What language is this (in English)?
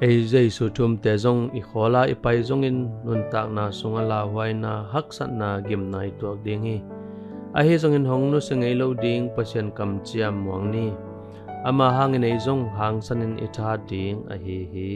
Tedim Chin